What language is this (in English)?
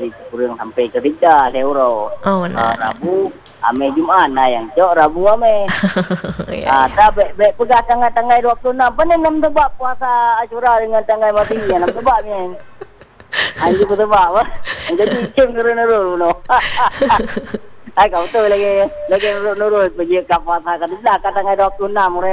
Malay